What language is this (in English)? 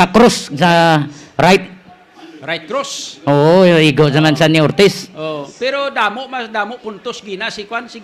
Hiligaynon